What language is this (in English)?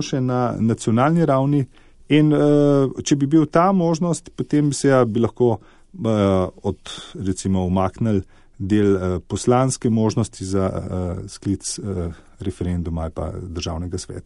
Slovenian